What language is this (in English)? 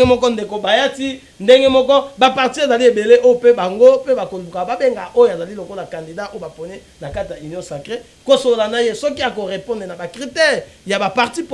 Lingala